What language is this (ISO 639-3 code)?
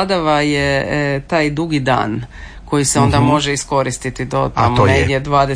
hrv